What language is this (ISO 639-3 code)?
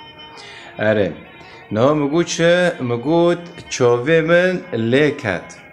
kur